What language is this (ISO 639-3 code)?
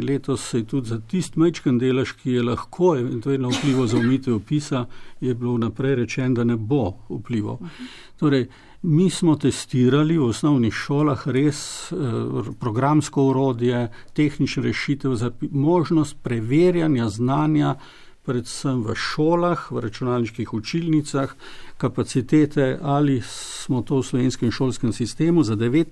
slv